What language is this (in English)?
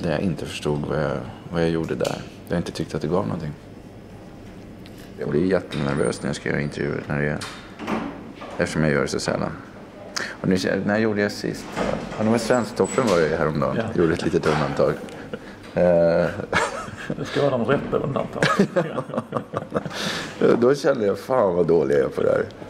Swedish